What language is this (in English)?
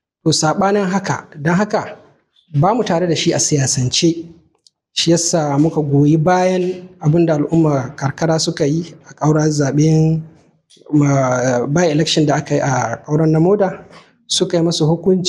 Hausa